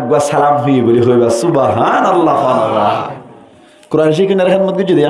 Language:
Rohingya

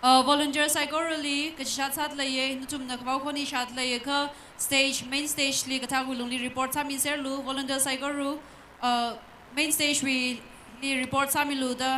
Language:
Tangkhul Naga (India)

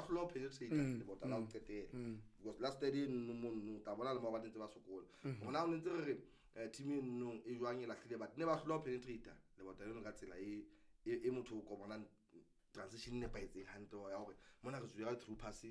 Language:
Southern Sotho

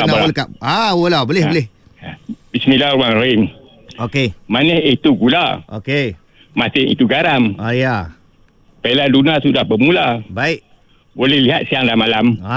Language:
Malay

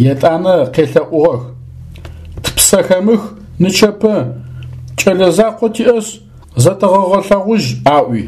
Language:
Adyghe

